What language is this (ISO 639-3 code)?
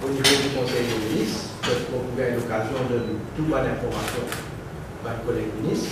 mfe